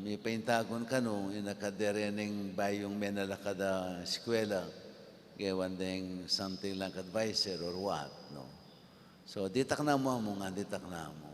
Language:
Pampanga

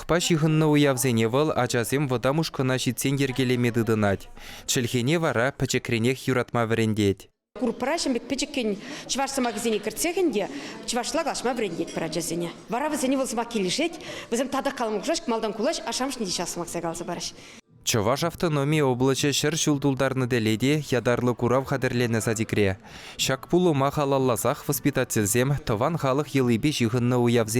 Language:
Chuvash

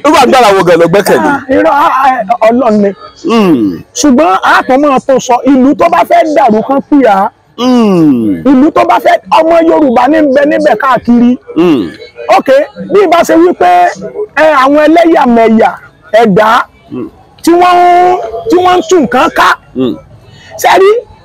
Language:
Yoruba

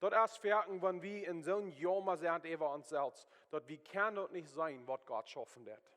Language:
Plautdietsch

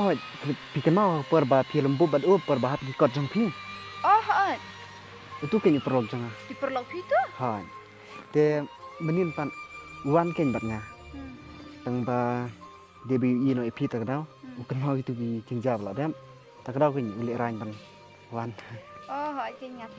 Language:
Khasi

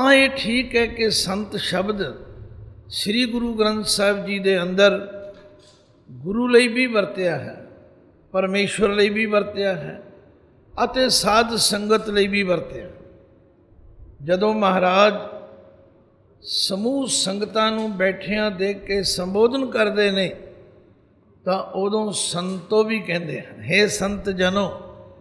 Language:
Punjabi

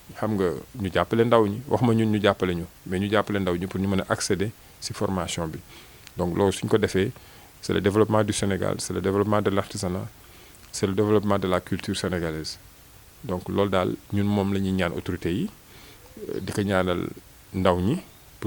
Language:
Wolof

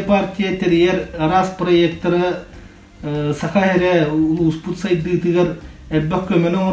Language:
Yakut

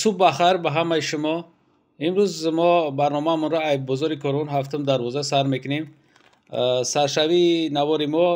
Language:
Tajik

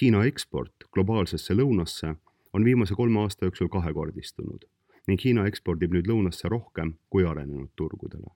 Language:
Estonian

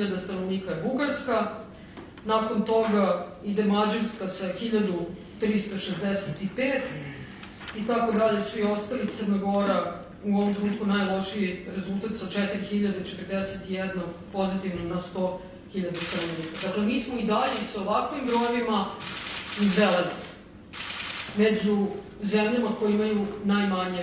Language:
Serbian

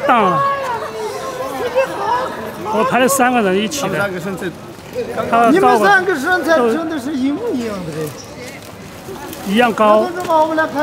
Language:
Chinese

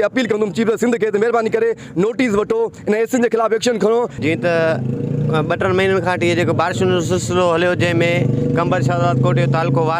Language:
Sindhi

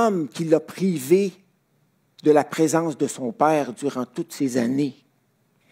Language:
French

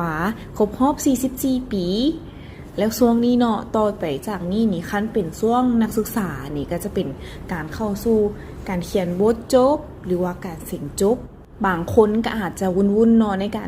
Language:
Lao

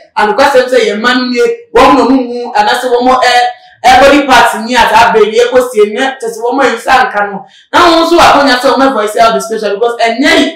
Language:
Akan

